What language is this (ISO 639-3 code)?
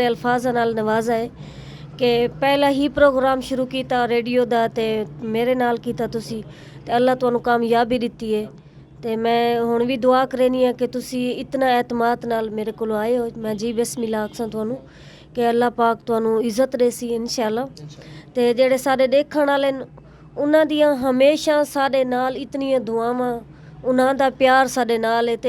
skr